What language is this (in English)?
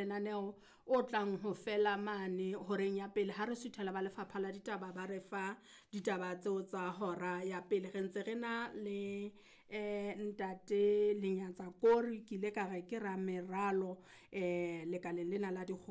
Southern Sotho